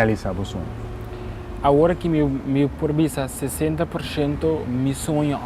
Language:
Papiamento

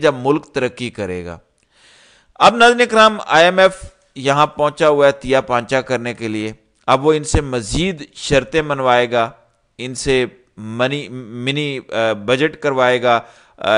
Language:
Urdu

